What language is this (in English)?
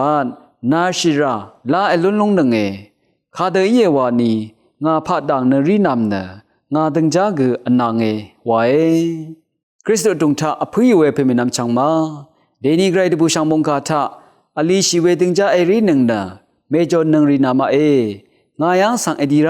Rawang